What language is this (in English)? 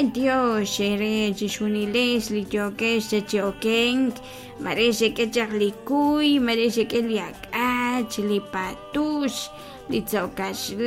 Kekchí